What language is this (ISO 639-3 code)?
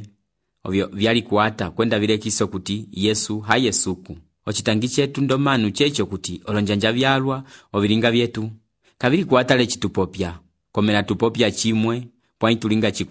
umb